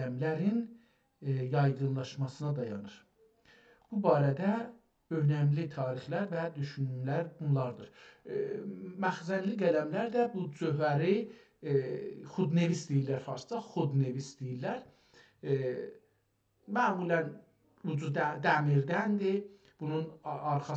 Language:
South Azerbaijani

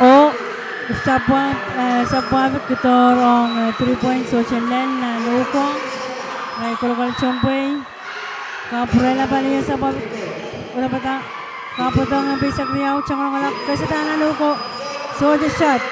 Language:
Pohnpeian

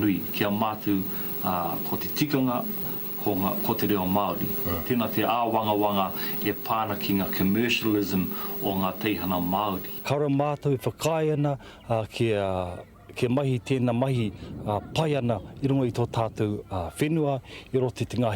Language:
Māori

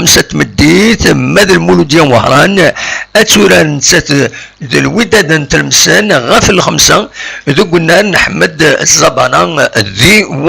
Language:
Kabyle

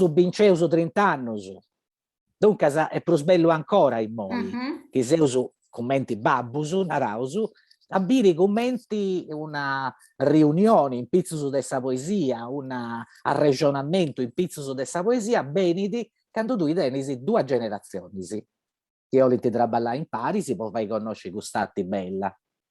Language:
Sardinian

